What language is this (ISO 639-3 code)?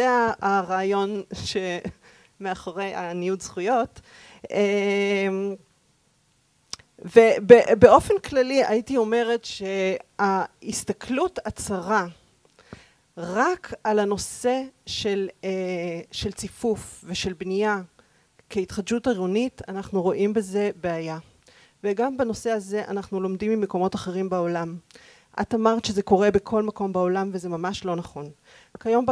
heb